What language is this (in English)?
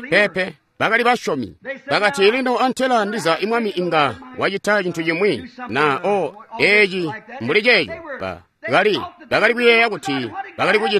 Tonga (Zambia)